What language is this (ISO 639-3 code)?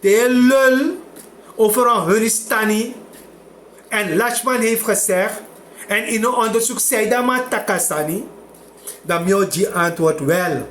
srn